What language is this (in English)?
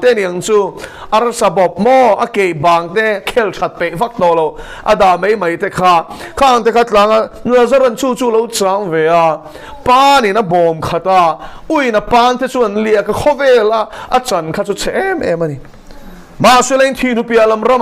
Mizo